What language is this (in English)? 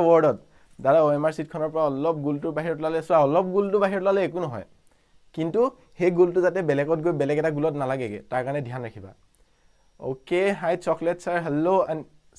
Assamese